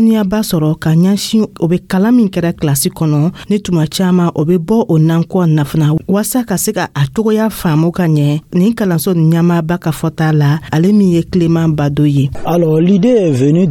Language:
Dyula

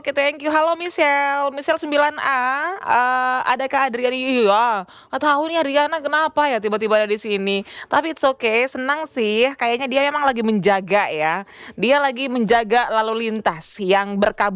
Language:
Indonesian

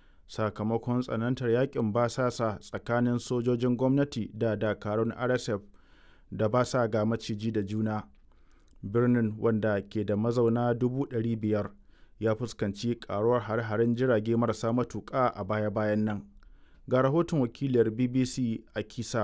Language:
Hausa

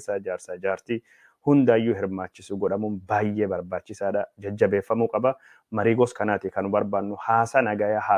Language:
Oromo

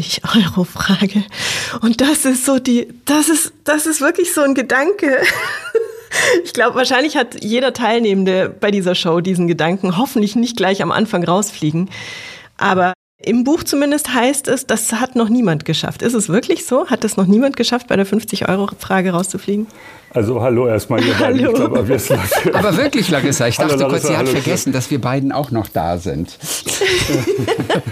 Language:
German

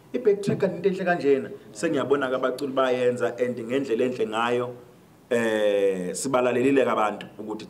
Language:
Zulu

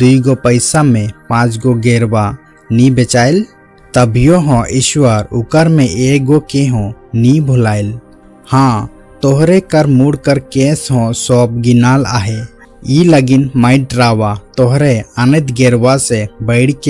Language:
Sadri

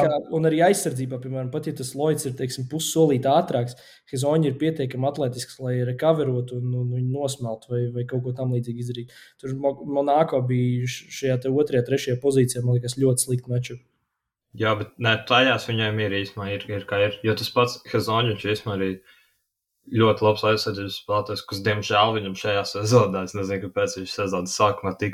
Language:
Latvian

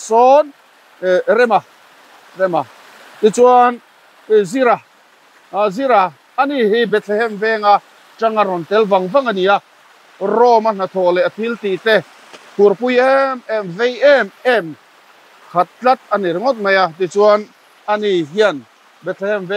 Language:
Mizo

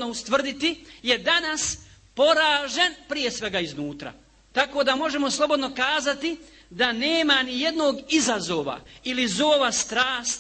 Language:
Bosnian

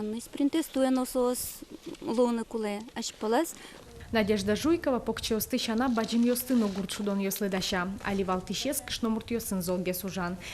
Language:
Udmurt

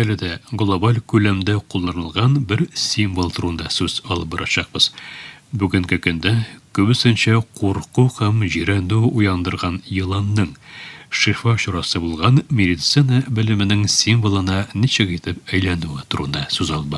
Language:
Tatar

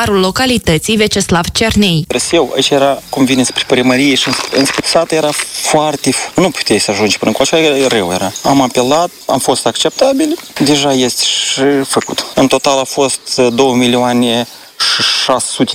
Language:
Romanian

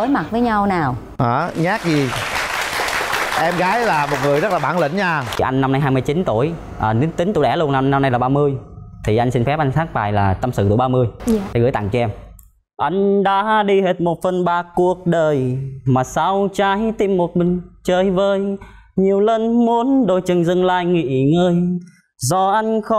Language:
Vietnamese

